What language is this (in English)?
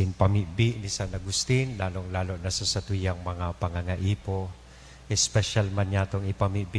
Bikol